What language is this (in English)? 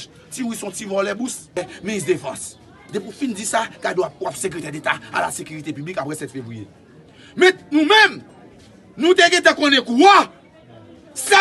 Haitian Creole